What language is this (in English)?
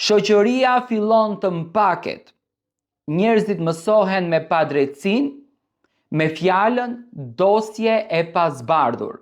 Albanian